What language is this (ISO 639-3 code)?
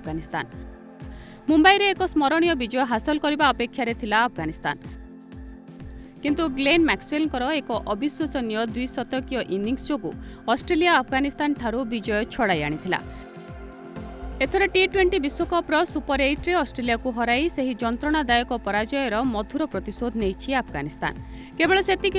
ori